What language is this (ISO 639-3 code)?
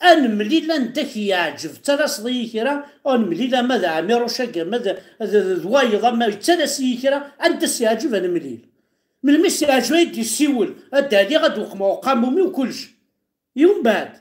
kab